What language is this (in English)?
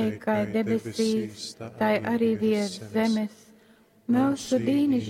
Latgalian